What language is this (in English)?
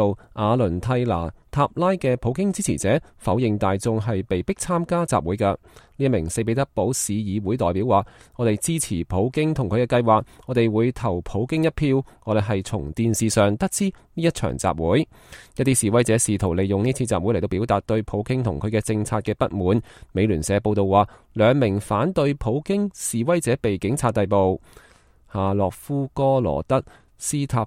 Cantonese